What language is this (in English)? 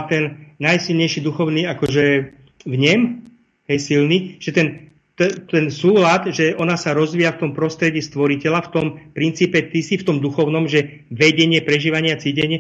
Slovak